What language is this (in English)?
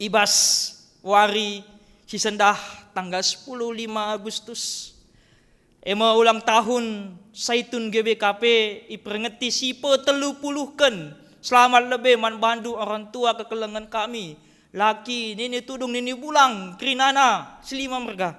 Batak Karo